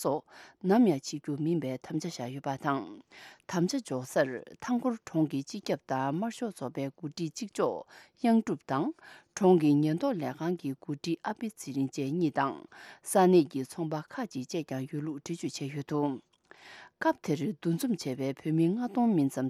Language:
Tibetan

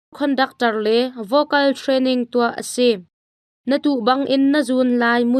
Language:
Hakha Chin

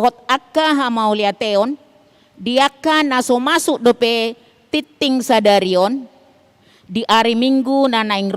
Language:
Batak Toba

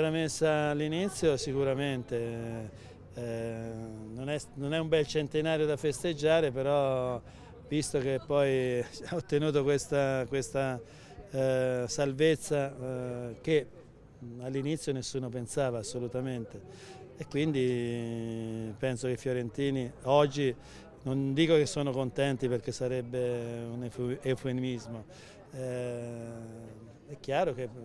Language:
Italian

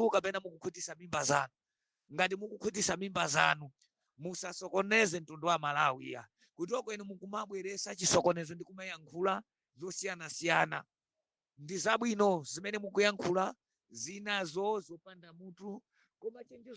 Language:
Nyanja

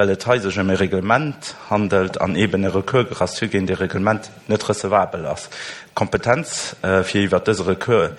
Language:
Luxembourgish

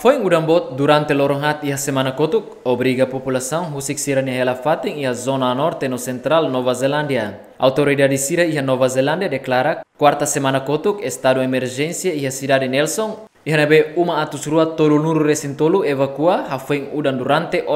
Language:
Tetum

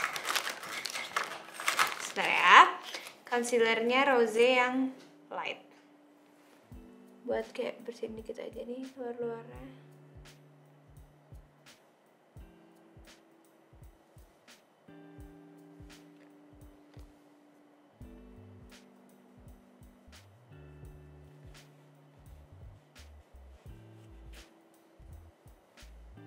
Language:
Indonesian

